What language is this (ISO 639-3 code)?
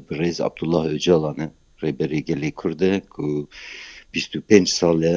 kur